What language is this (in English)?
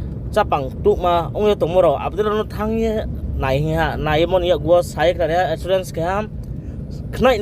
Riang (India)